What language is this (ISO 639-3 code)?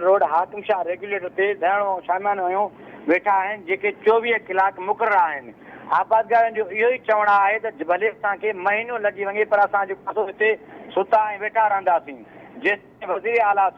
snd